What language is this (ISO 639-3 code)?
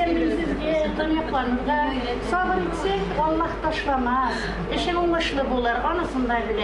tat